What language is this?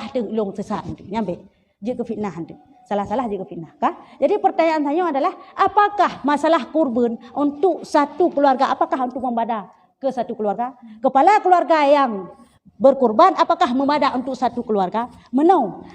Achinese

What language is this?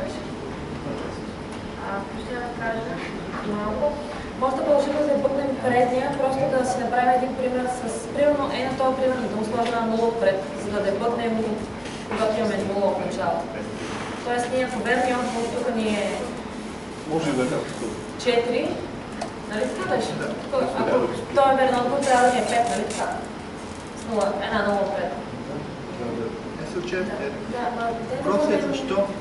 Bulgarian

